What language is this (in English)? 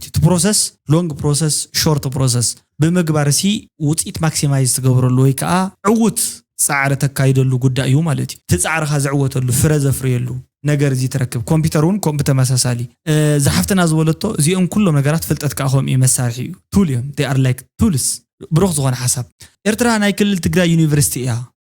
Tigrinya